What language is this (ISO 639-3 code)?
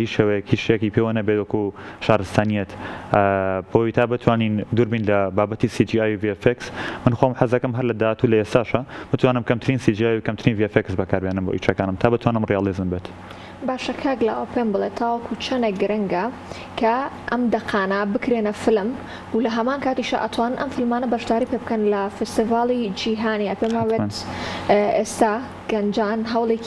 ckb